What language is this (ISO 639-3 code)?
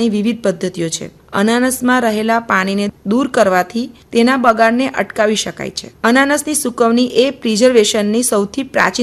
guj